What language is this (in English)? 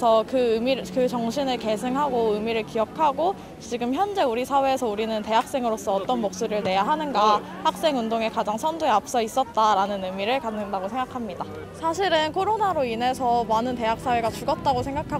Korean